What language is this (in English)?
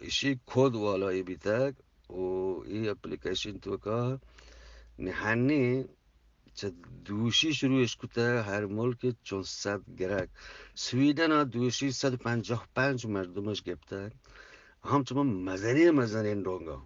Eastern Balochi